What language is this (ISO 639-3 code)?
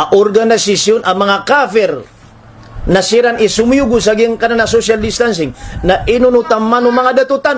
mrw